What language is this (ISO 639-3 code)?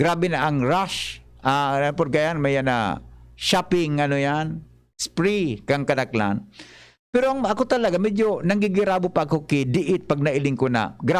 bik